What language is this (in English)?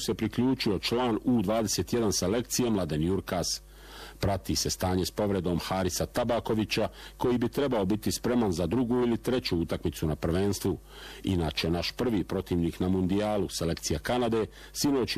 Bosnian